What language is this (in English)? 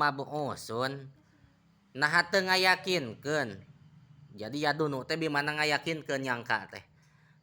Sundanese